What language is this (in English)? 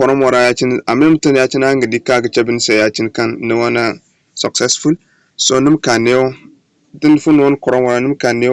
Zarma